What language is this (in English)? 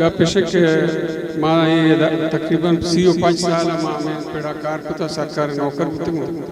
Eastern Balochi